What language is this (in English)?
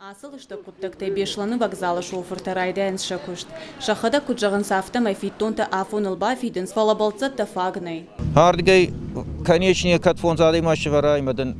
Ossetic